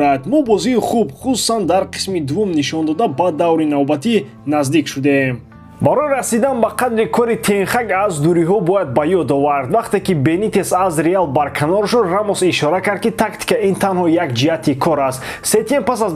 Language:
Tajik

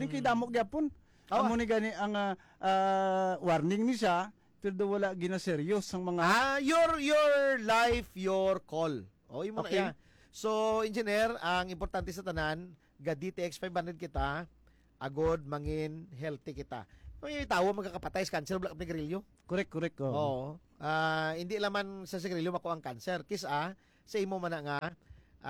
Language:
Hiligaynon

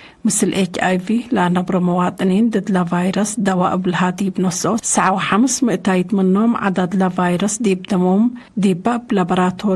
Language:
Tigre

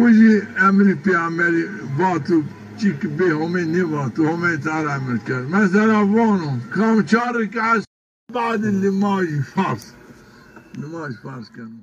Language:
Zaza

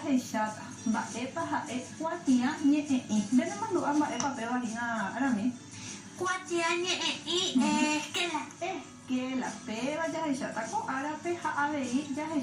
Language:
Guarani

